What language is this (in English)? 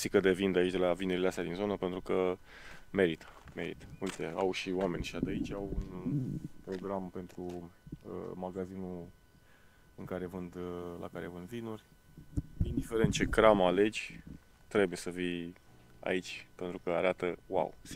Romanian